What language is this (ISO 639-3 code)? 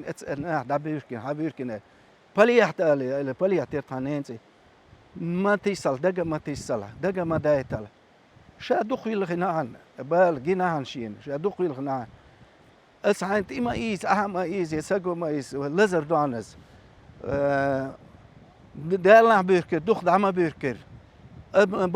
che